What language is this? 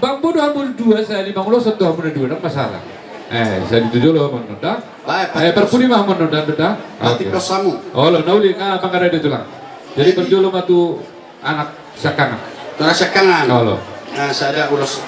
Batak Toba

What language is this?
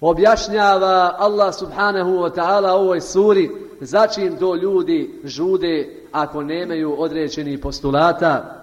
Bosnian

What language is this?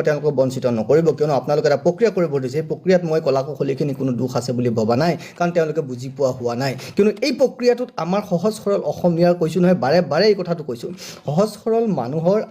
Assamese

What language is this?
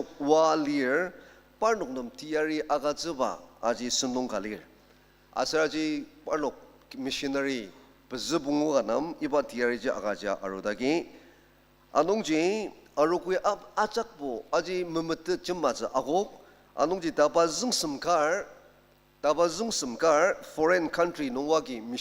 Ao Naga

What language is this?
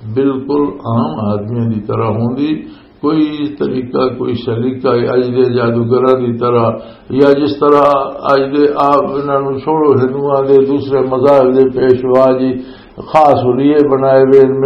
Western Panjabi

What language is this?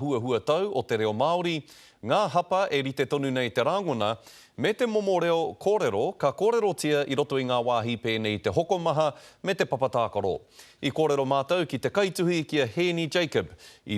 Māori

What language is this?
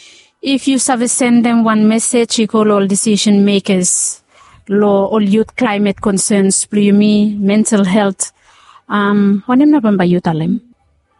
Bislama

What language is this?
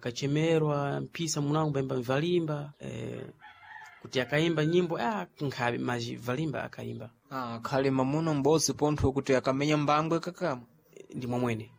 Sena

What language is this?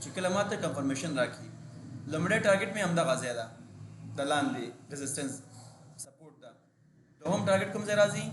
Pashto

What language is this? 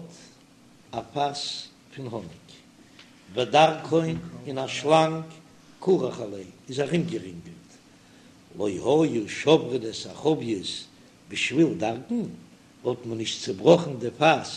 Yiddish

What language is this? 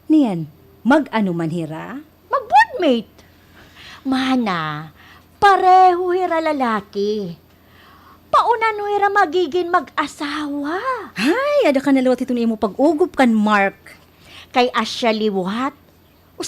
Waray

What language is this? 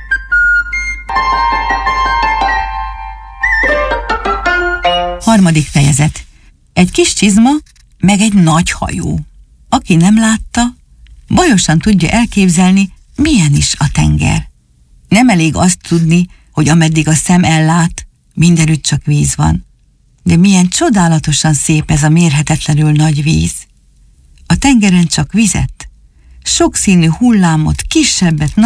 Hungarian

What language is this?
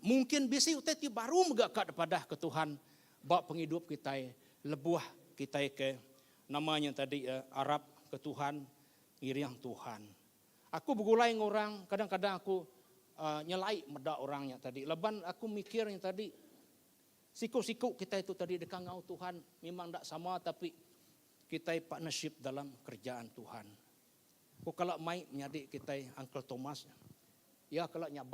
Iban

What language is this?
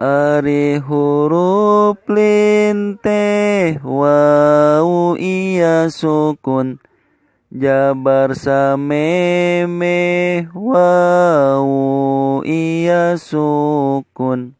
Sundanese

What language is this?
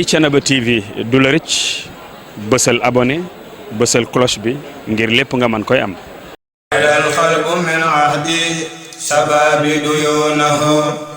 Wolof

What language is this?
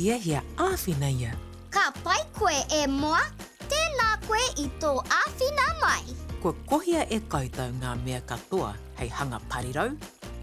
Māori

